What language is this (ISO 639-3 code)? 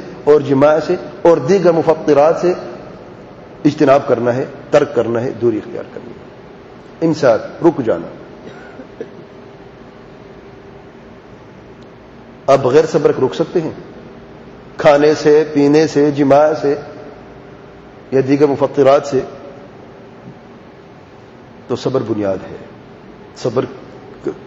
urd